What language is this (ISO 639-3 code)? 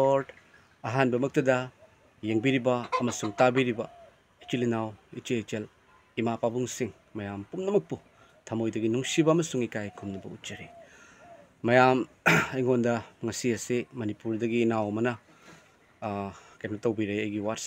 mni